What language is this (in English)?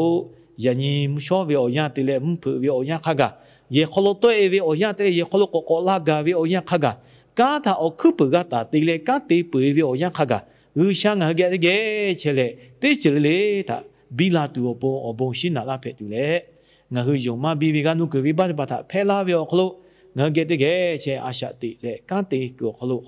Lahu